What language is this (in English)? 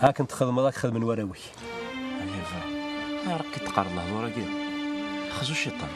Kabyle